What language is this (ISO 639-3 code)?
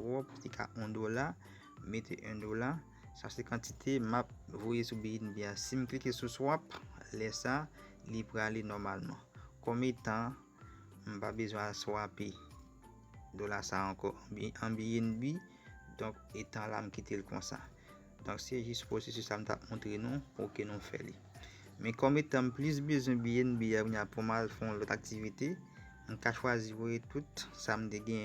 hat